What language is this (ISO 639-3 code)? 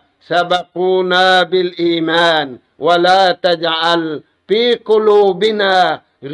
tsg